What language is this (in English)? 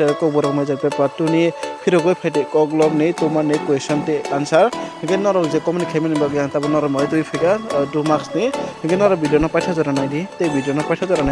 Kok Borok